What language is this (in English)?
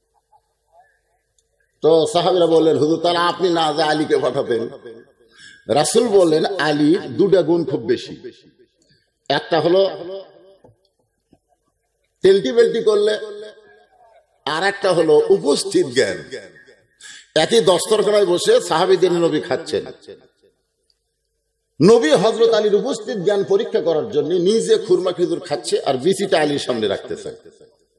Bangla